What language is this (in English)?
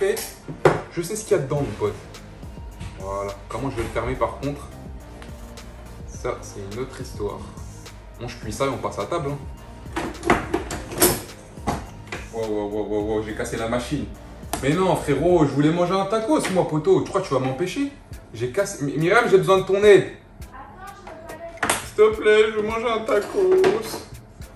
French